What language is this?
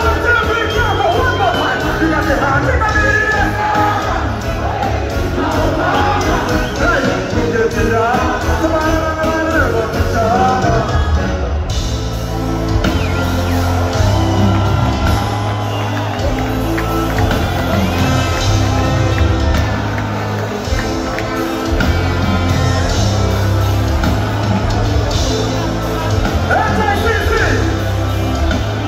English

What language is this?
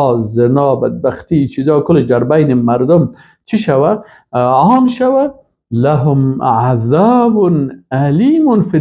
Persian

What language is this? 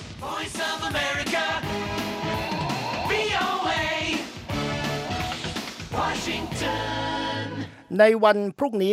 Thai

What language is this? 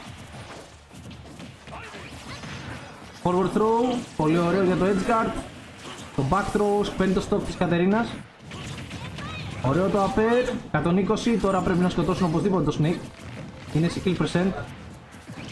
Greek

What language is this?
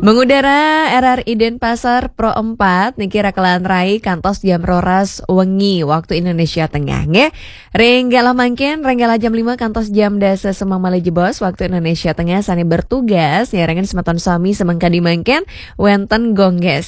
Balinese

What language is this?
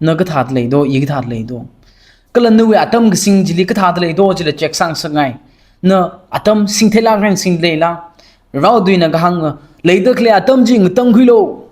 Tangkhul Naga (India)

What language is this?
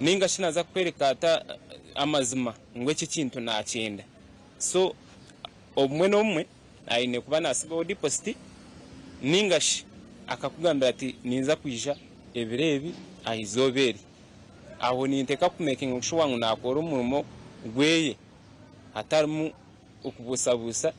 Nyankole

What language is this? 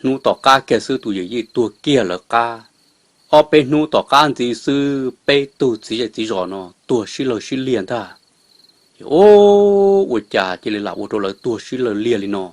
Hmong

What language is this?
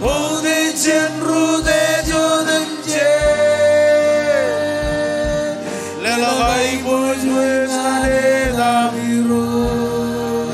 Marshallese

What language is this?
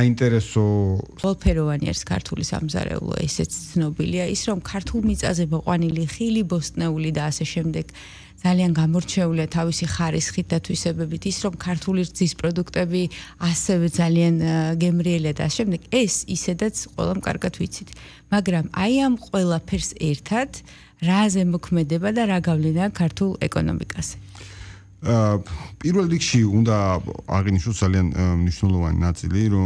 Georgian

